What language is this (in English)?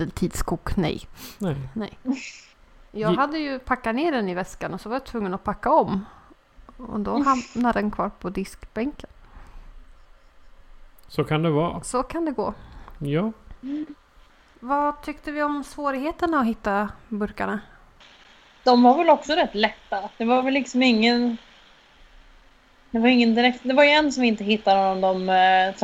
Swedish